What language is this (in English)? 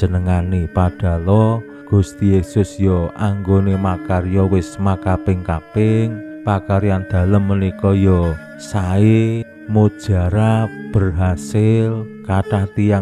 Javanese